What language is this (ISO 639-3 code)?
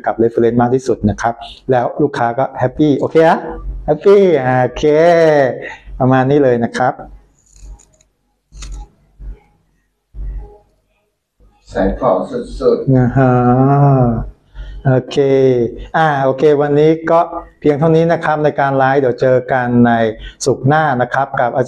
tha